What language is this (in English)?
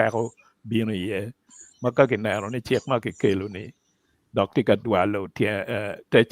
Acoli